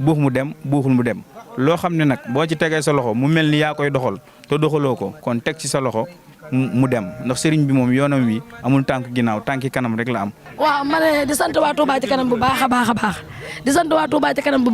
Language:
Wolof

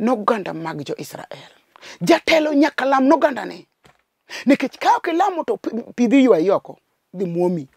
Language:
Luo (Kenya and Tanzania)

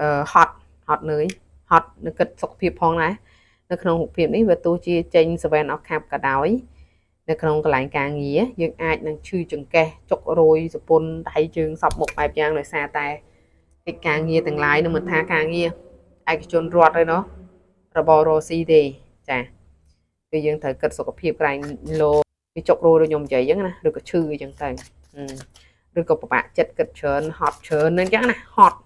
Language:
Khmer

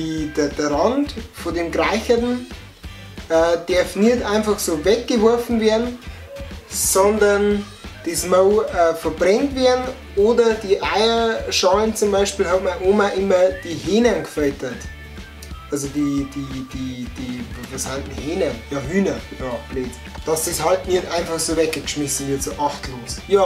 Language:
Bavarian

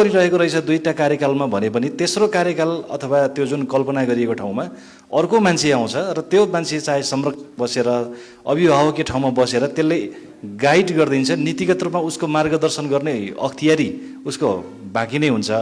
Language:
Nepali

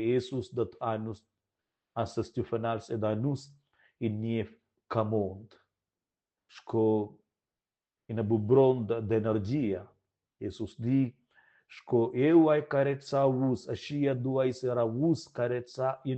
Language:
Romansh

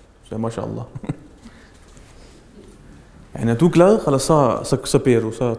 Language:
Danish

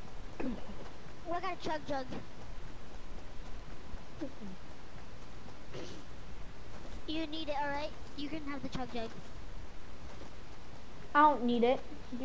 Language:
English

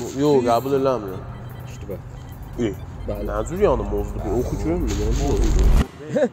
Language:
South Azerbaijani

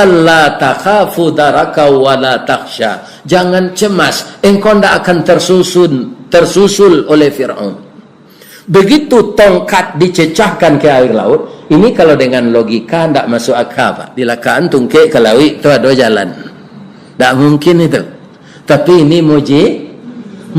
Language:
Minangkabau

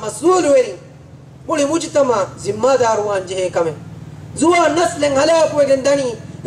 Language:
Divehi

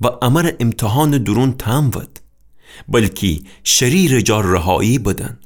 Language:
Gilaki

